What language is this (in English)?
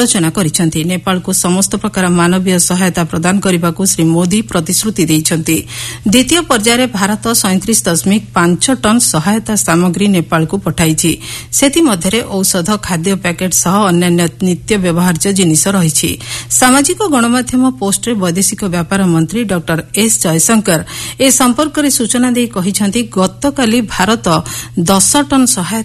Odia